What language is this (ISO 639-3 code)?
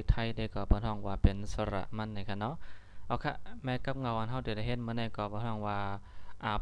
shn